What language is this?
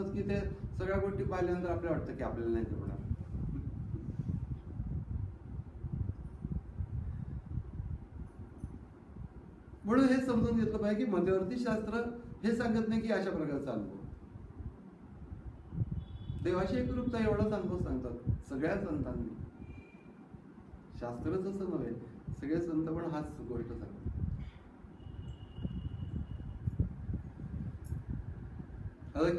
Marathi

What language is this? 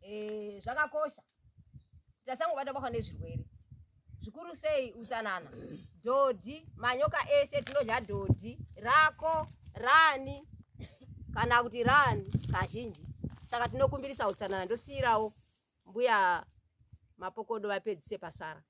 Shona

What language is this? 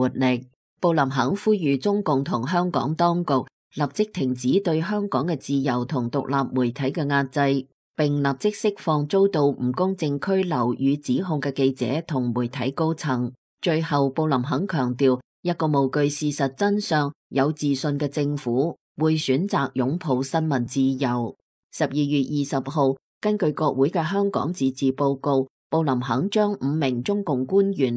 Cantonese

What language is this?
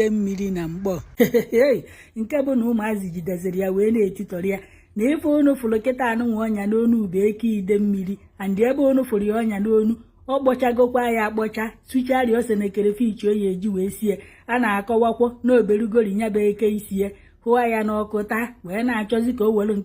Igbo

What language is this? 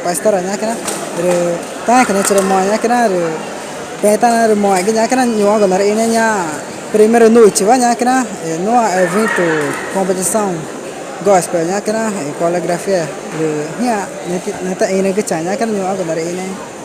Ticuna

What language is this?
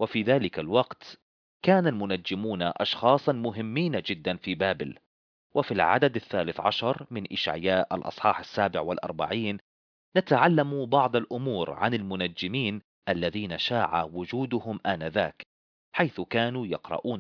Arabic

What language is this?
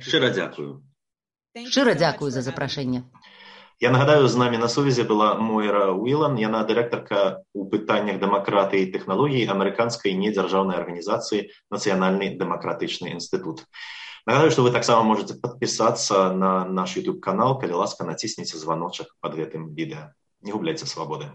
Belarusian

